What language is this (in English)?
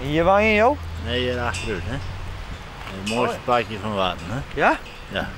Western Frisian